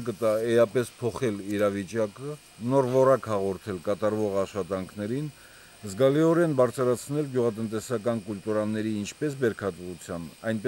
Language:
Armenian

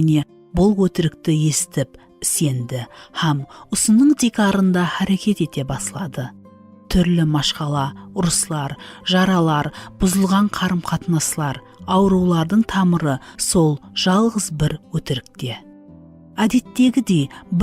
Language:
Kara-Kalpak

